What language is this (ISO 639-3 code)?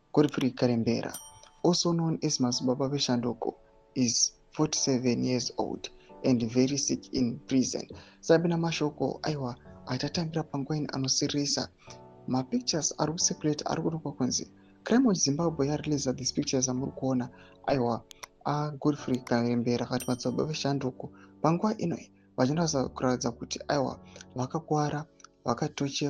sna